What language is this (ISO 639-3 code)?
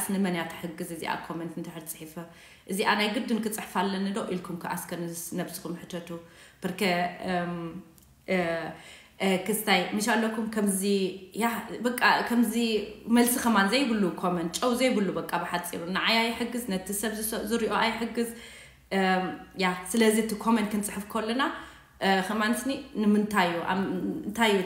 tir